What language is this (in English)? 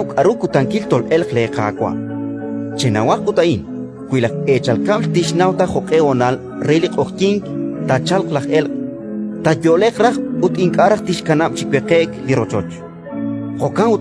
Kekchí